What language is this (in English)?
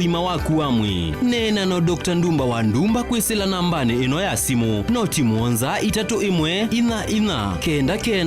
Kamba